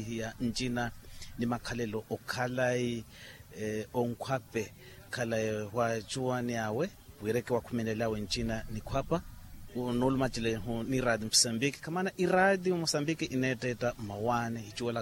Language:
Makhuwa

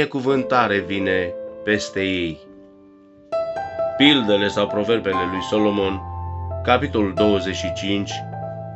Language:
Romanian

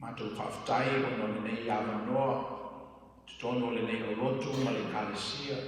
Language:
Samoan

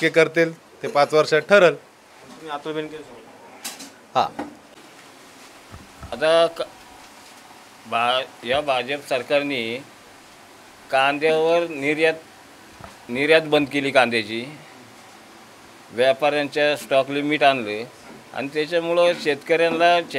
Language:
Marathi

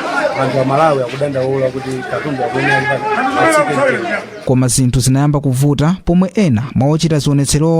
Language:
Nyanja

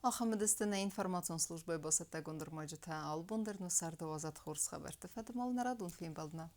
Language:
Ossetic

